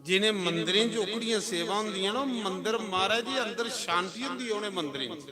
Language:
Dogri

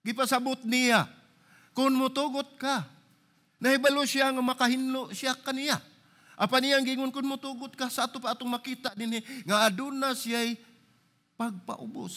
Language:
Cebuano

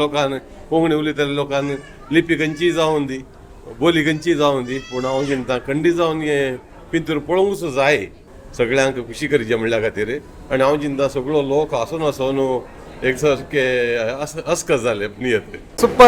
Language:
Konkani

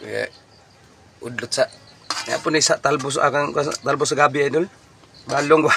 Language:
Cebuano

